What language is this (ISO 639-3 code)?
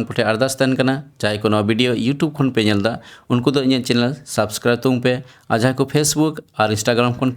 sat